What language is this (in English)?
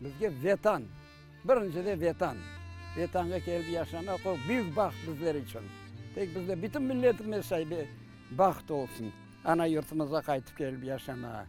Crimean Tatar